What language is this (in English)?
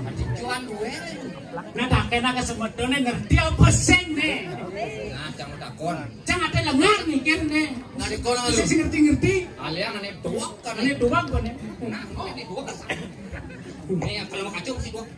Balinese